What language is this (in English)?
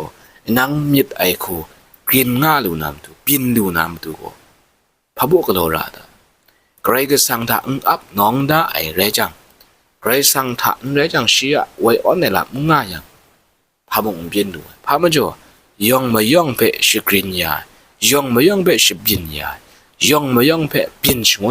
Kachin